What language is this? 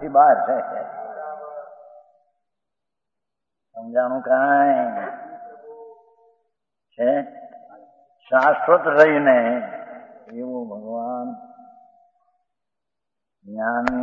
Gujarati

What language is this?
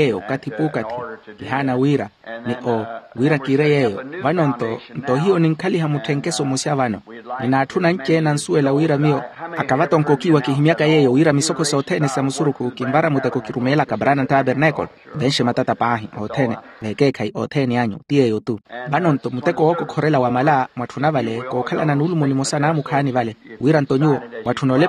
Makhuwa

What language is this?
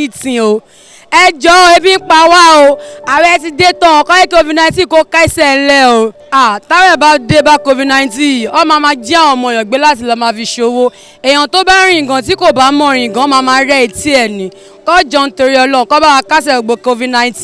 Yoruba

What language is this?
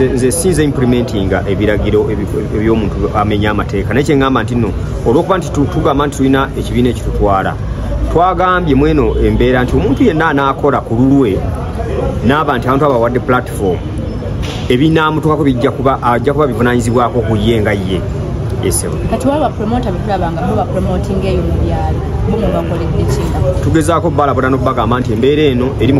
Ganda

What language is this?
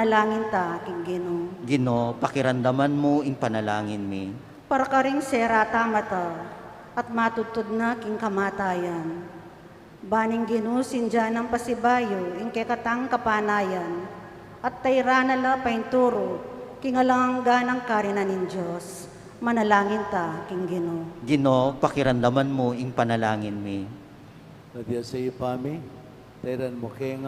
Pampanga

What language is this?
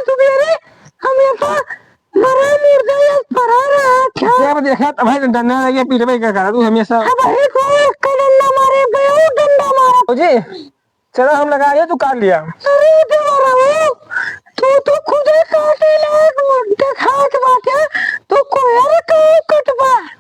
Awadhi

